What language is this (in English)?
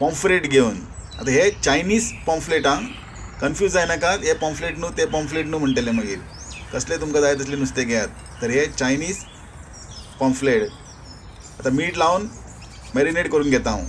Konkani